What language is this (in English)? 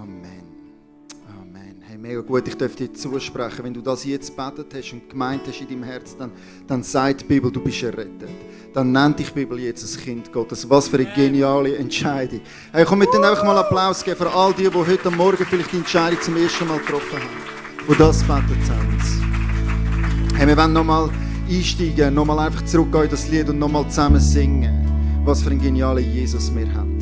Swiss German